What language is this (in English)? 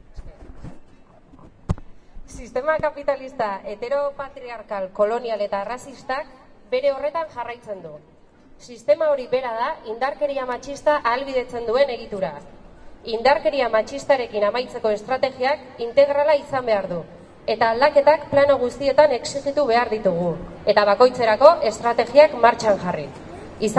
Basque